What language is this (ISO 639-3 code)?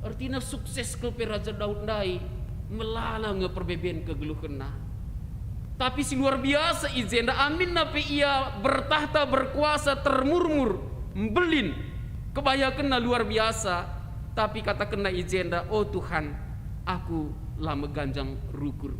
btx